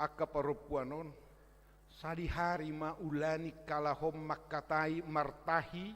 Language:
Batak Toba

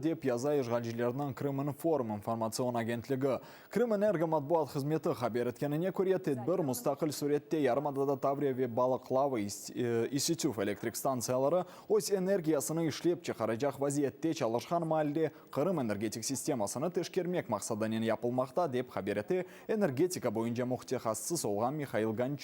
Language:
Crimean Tatar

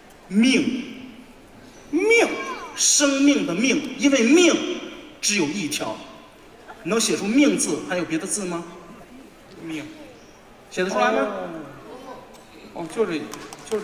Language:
Chinese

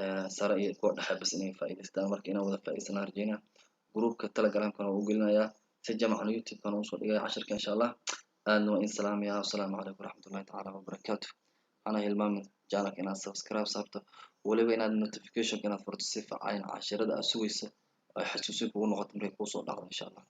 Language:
Somali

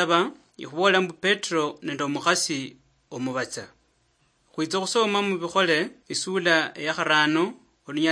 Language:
Luyia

